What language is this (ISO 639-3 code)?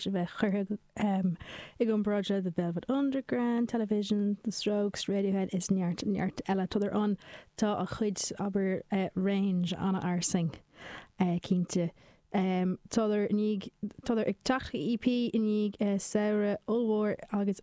gle